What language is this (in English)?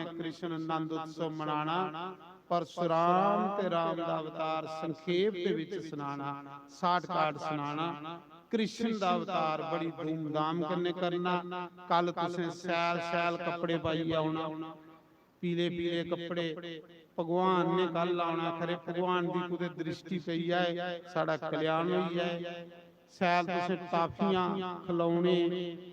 Dogri